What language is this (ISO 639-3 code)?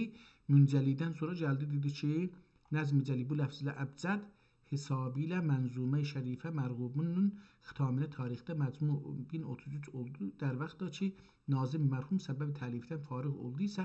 azb